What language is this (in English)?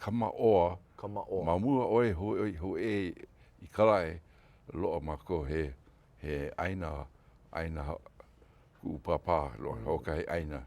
Hawaiian